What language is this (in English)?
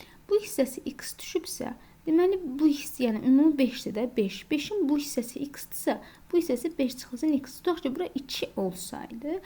Azerbaijani